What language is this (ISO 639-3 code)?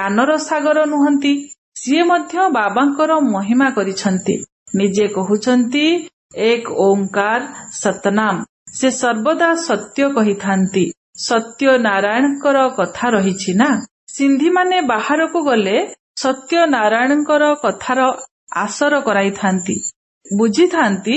ori